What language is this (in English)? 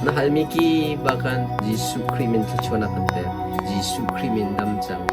Hakha Chin